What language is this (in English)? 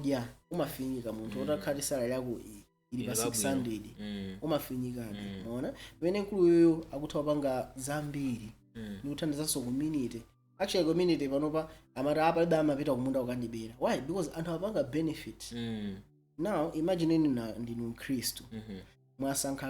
Nyanja